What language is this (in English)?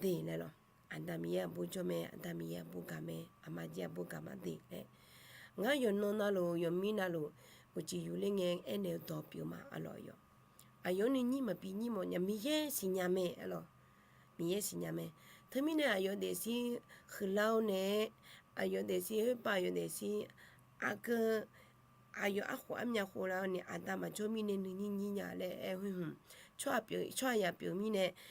Akha